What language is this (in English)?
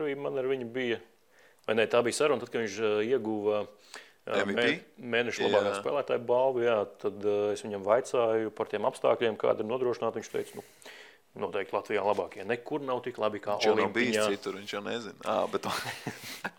Latvian